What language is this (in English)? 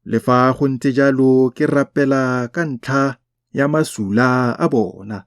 Tswana